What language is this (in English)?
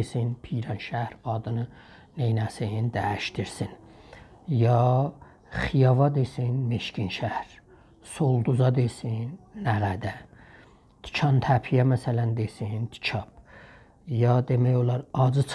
South Azerbaijani